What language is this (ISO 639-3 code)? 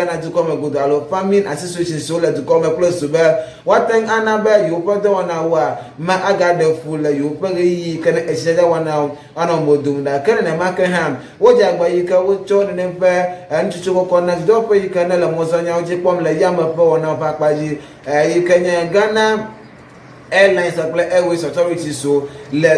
ewe